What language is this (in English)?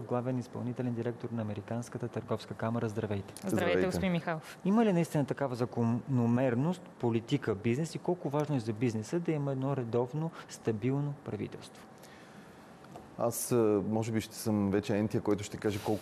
Bulgarian